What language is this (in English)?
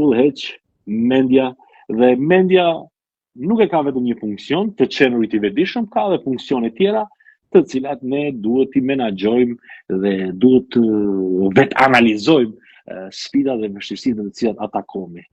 Albanian